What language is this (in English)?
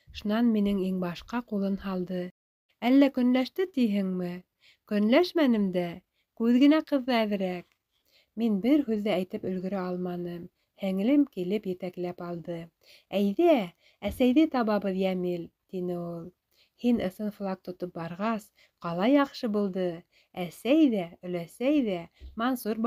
Bashkir